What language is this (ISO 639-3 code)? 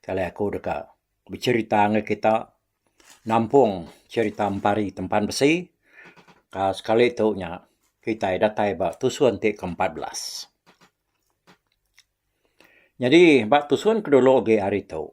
iba